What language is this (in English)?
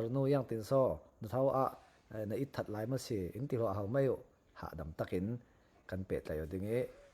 Falam Chin